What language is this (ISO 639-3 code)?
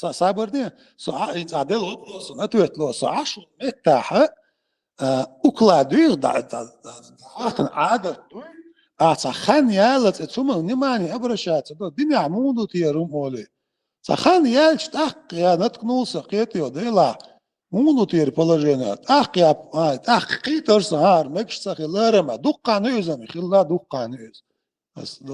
che